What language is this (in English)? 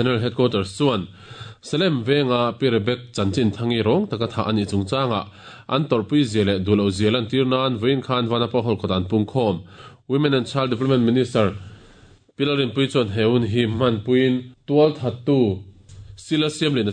Mizo